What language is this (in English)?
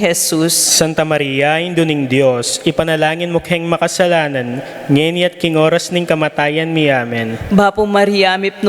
Pampanga